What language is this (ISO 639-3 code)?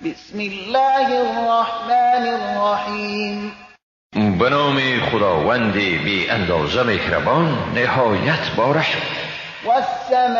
fas